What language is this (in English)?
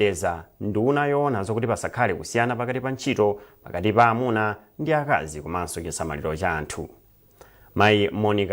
Nyanja